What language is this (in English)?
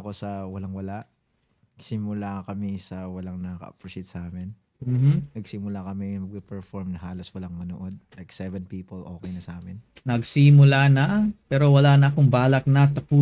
Filipino